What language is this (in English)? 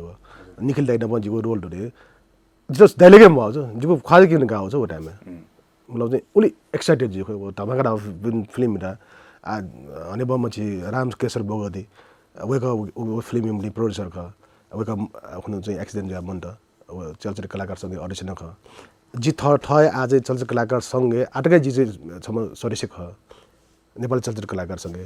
Newari